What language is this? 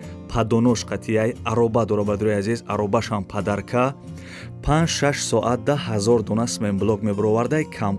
Tajik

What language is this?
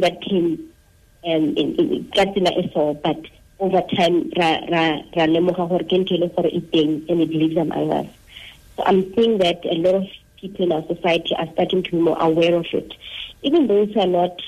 Tswana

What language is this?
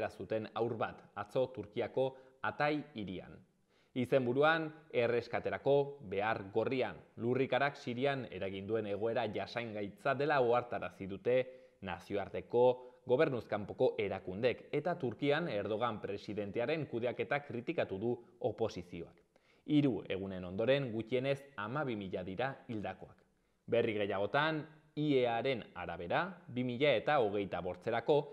Basque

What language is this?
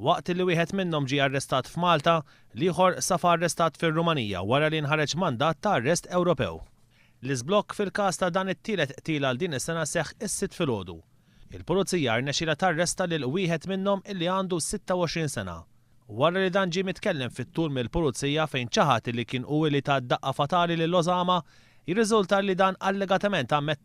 Maltese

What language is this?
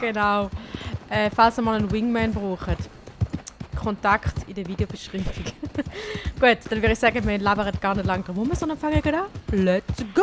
Swiss German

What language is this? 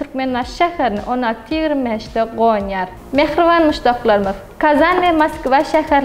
Turkmen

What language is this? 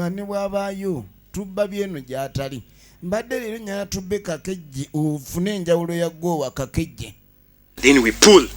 Ganda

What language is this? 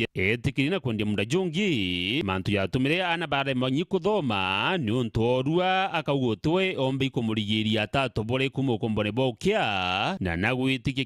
Meru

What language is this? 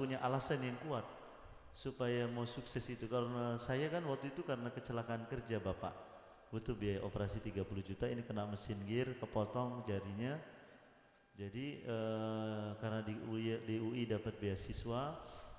Indonesian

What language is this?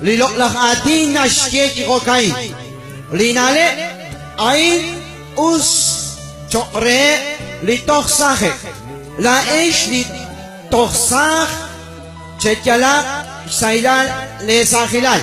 Kekchí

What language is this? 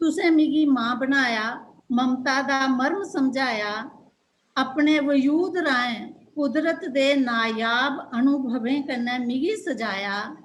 Dogri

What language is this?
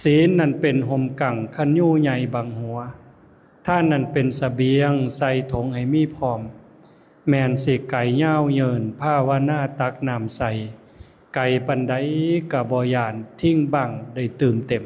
Lao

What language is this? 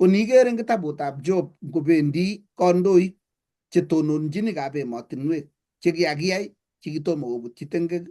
Kalenjin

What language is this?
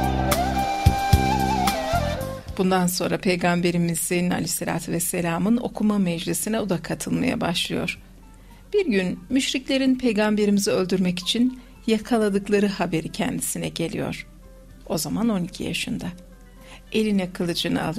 Turkish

